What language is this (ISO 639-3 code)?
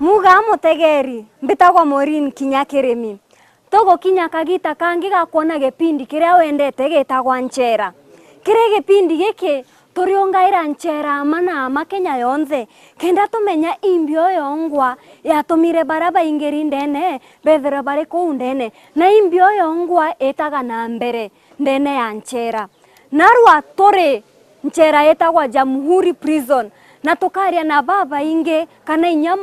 mer